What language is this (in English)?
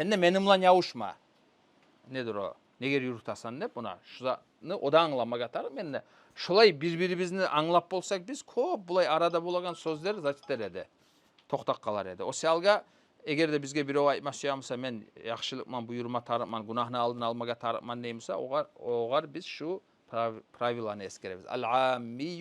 Kumyk